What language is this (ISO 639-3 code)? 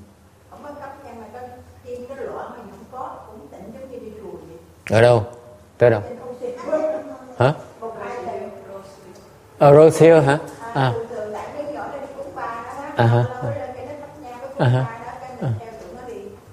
vie